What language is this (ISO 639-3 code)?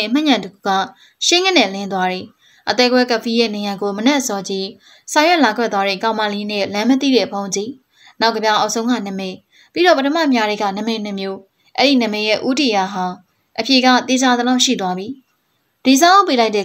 mya